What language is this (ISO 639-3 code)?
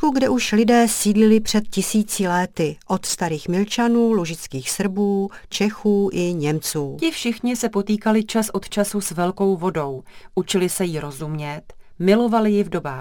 ces